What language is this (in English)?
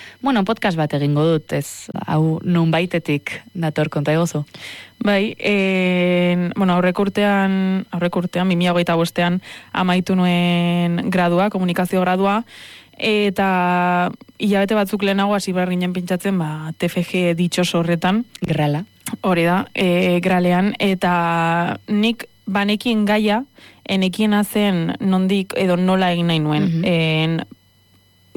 Basque